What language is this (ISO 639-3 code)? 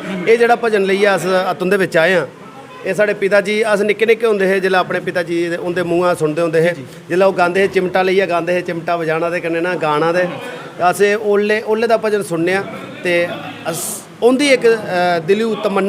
doi